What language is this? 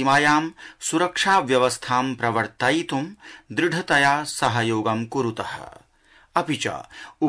Sanskrit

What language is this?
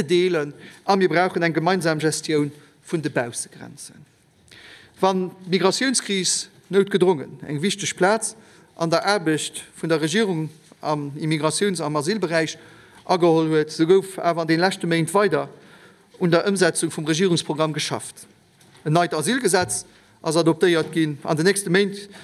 Luxembourgish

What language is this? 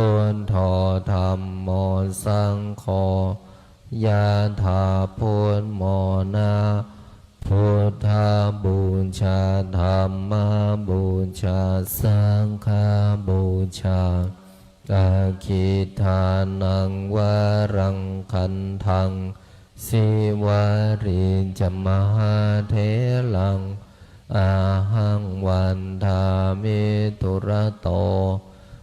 Pali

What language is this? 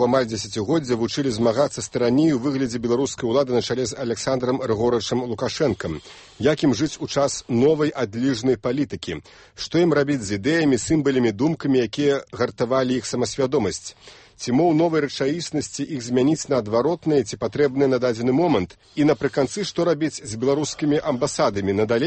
Belarusian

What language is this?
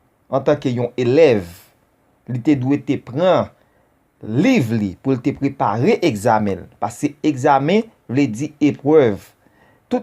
Haitian Creole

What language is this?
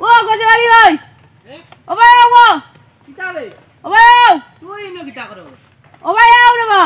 Sylheti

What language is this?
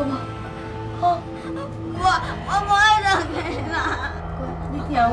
Min Nan Chinese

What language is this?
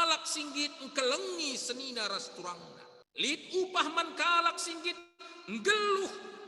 Batak Karo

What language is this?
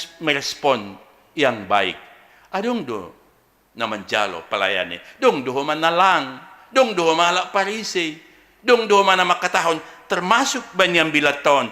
Batak Simalungun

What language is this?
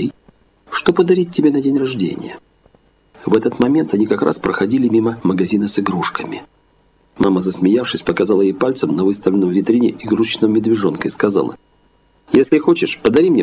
Russian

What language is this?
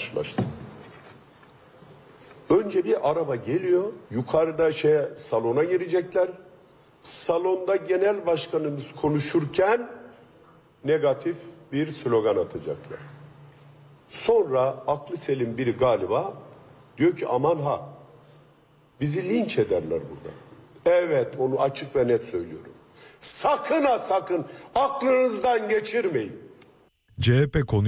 Turkish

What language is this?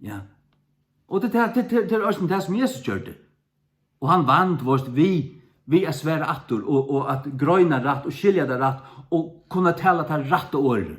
Faroese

